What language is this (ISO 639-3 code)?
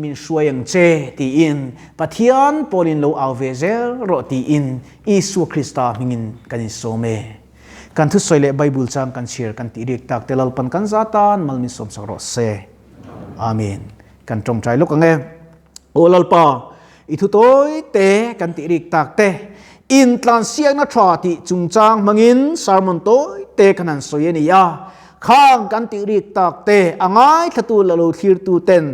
lus